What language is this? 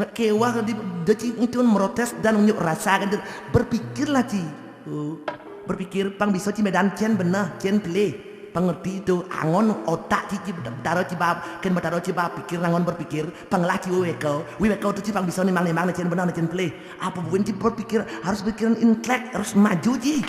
Balinese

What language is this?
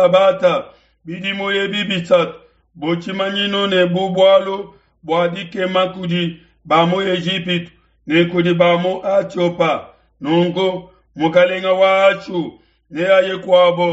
Luba-Lulua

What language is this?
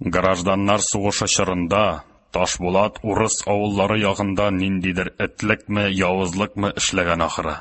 Tatar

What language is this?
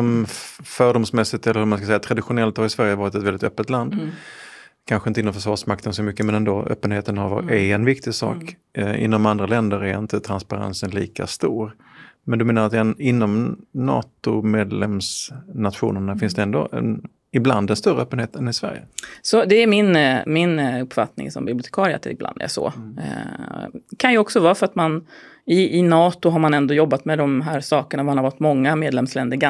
Swedish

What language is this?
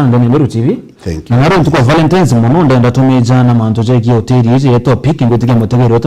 Meru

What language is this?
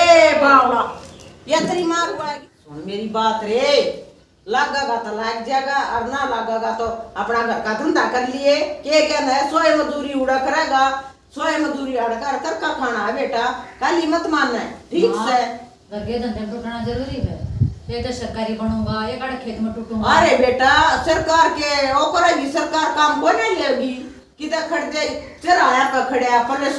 Haryanvi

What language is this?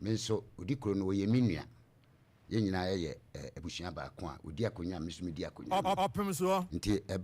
Akan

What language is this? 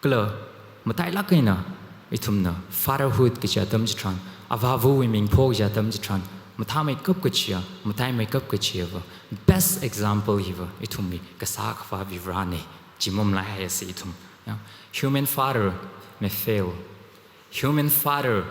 Tangkhul Naga (India)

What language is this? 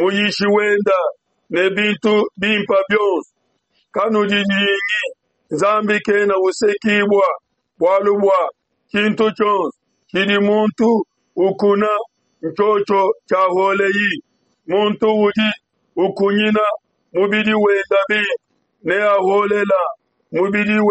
Luba-Lulua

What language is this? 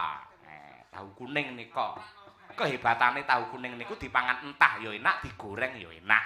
Javanese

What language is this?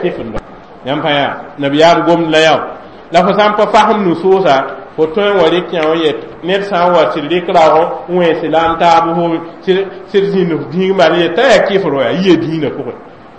Mossi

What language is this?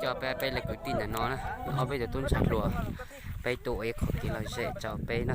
Hmong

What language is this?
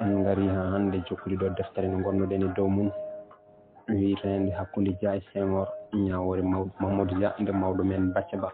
Fula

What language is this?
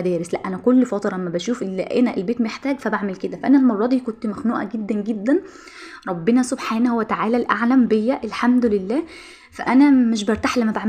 Egyptian Arabic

